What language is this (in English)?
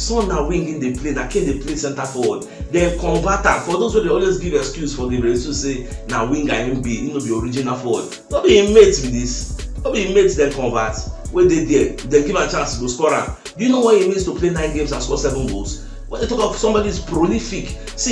Nigerian Pidgin